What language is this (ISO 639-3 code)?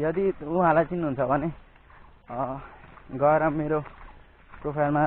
nep